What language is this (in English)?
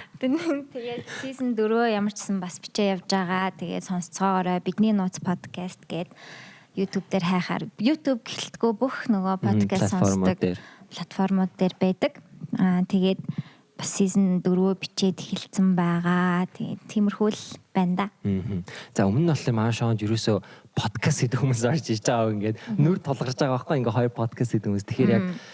Mongolian